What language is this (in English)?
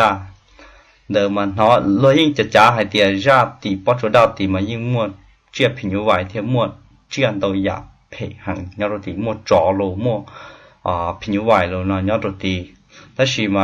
Hmong